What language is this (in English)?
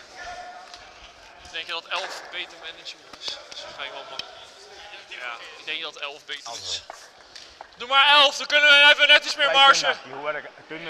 Dutch